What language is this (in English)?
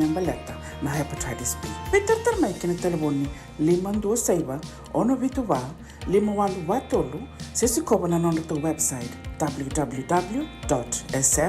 Fijian